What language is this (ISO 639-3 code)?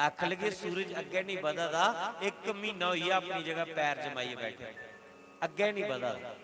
doi